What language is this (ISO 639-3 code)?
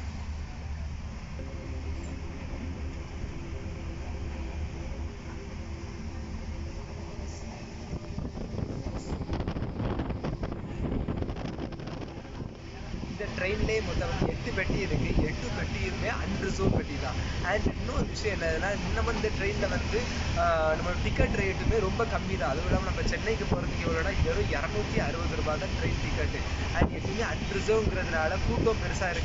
tam